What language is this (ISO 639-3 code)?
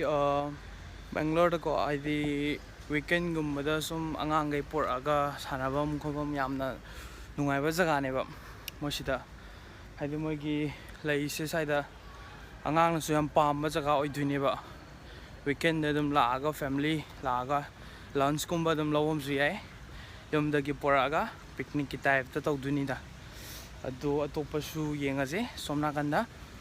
mni